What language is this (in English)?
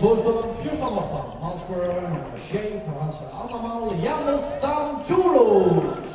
Faroese